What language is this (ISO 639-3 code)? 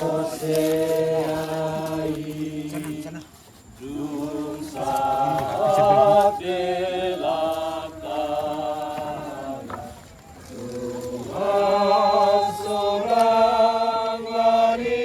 bbc